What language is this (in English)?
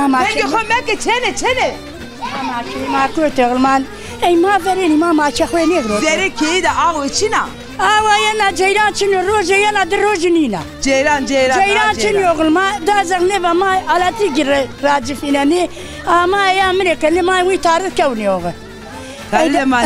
Zaza